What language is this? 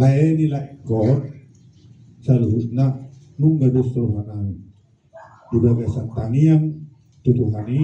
Batak Toba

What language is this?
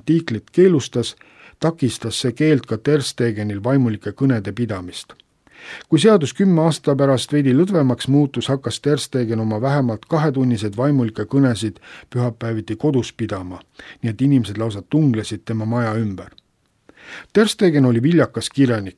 Estonian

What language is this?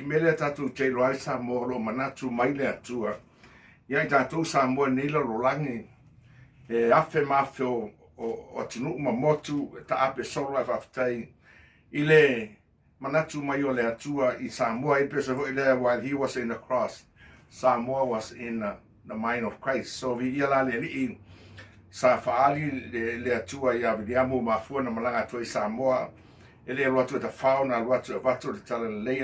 Samoan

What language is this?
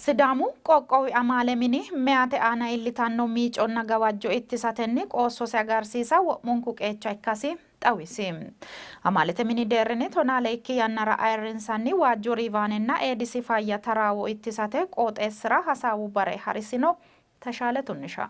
Sidamo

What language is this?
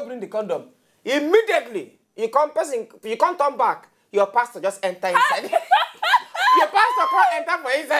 Nigerian Pidgin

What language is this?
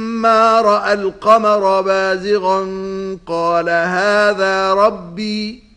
Arabic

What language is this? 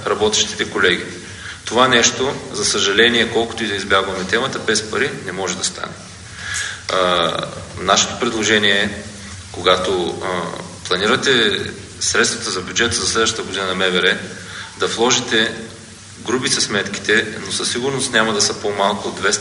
Bulgarian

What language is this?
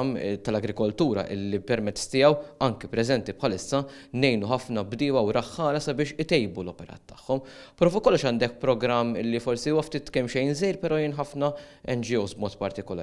Maltese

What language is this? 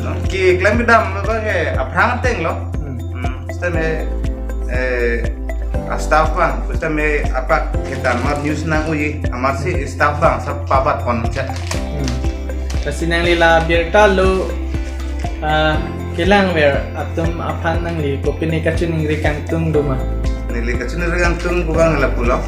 Karbi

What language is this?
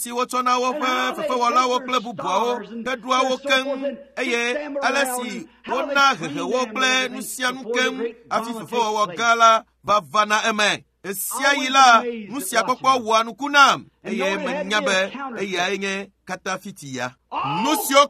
Ewe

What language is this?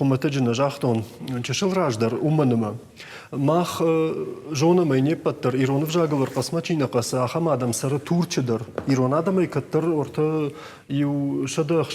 Ossetic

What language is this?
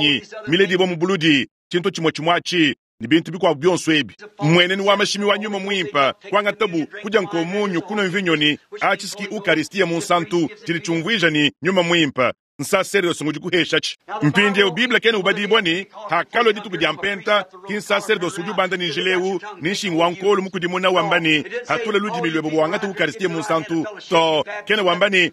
Luba-Lulua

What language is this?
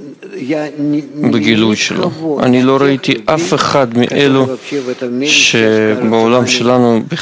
Hebrew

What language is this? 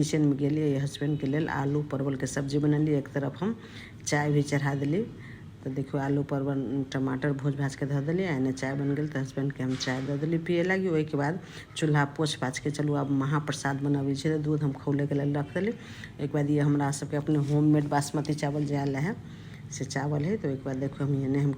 Maithili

